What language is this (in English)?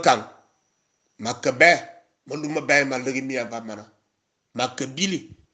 Fang